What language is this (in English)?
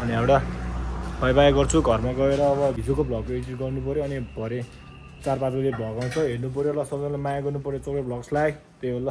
Nepali